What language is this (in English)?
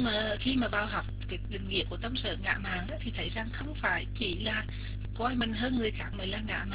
Vietnamese